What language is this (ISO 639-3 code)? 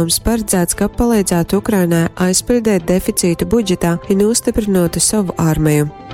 ltg